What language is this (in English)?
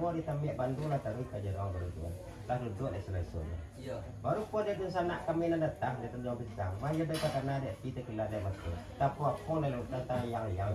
Minangkabau